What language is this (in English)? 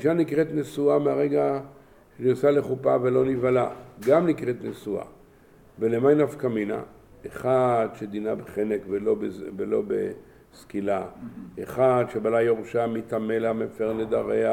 Hebrew